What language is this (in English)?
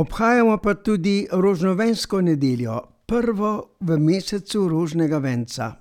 Slovenian